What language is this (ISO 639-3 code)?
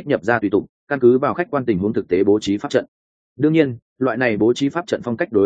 vie